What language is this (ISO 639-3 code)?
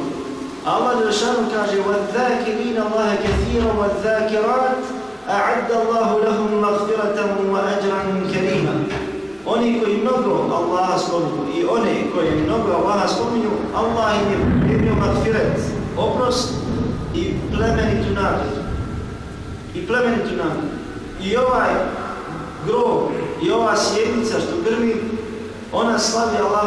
bos